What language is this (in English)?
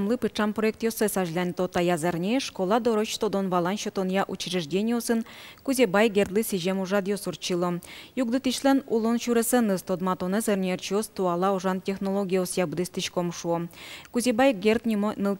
Udmurt